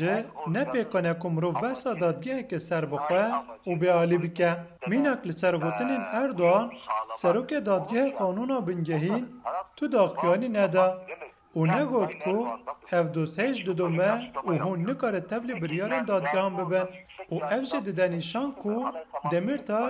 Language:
Kurdish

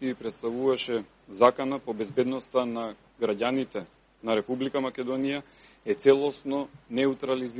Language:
Macedonian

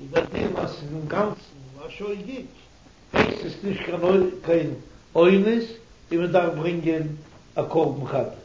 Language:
Yiddish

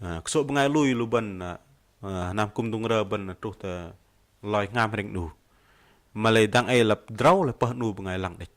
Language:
Bahnar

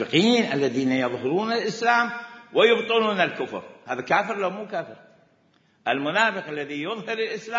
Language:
Mesopotamian Arabic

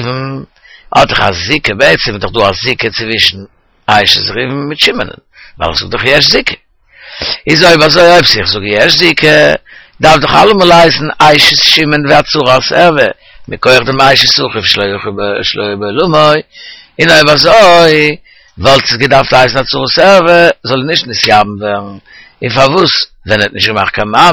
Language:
Yiddish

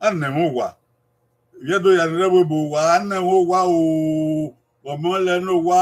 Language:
Bini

